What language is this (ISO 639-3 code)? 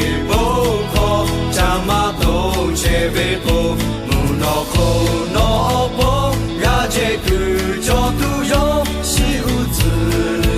lhu